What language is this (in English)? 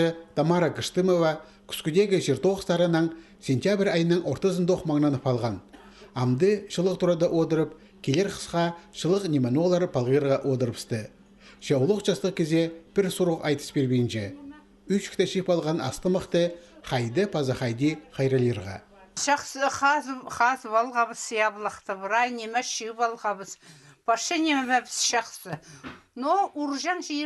Khakas